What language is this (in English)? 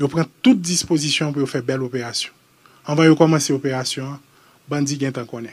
Haitian Creole